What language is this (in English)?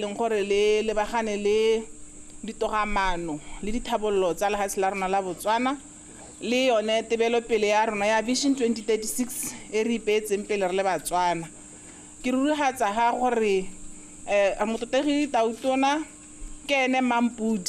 Tswana